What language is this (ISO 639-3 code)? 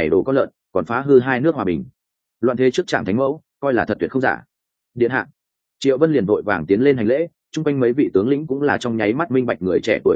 vie